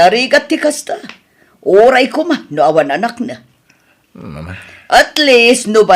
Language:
Iloko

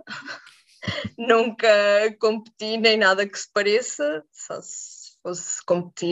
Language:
Portuguese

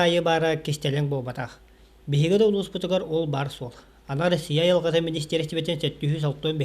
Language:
Yakut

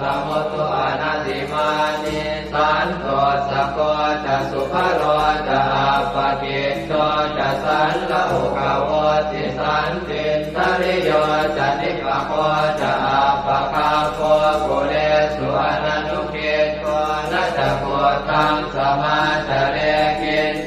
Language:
Pali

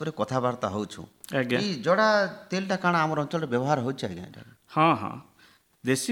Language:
Odia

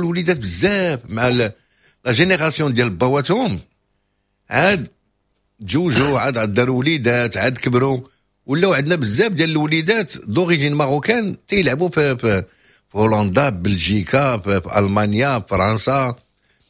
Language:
Moroccan Arabic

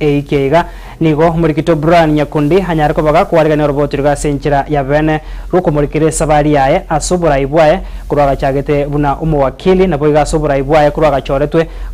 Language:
Gusii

